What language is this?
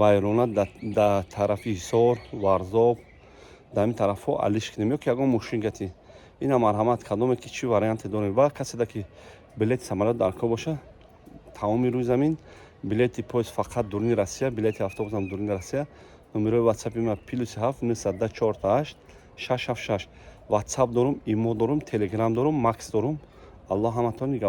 Tajik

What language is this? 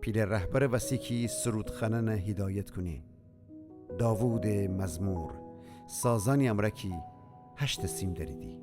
Gilaki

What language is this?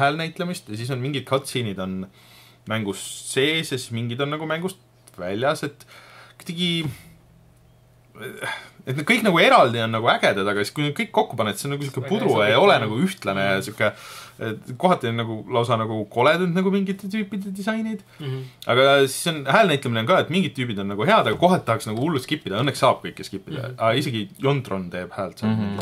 Estonian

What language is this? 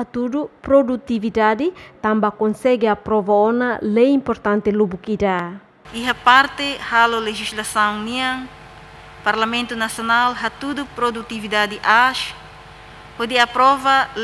Tetum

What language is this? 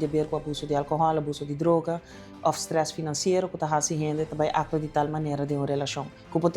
Papiamento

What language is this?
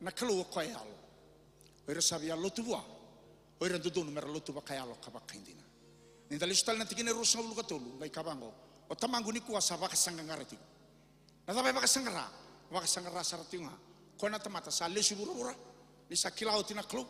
Fijian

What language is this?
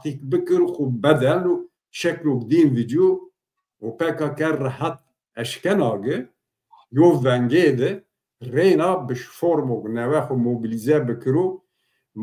Zaza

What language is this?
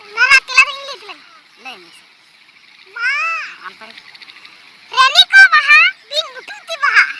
Santali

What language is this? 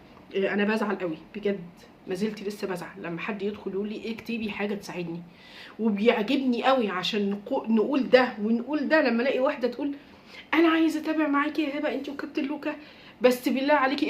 Egyptian Arabic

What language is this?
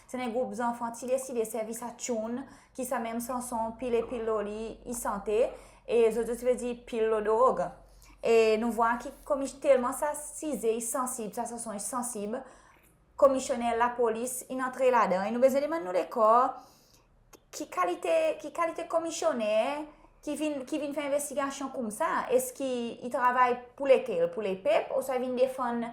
Seselwa Creole French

